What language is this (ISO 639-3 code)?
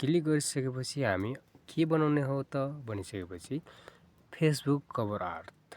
nep